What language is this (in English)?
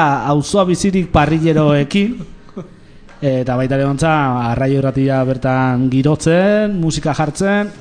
Basque